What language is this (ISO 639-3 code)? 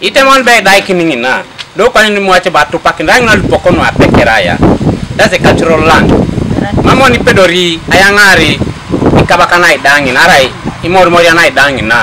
teo